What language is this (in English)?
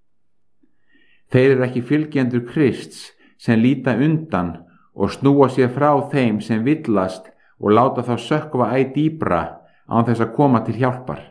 Icelandic